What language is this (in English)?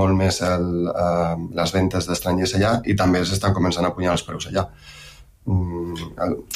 Catalan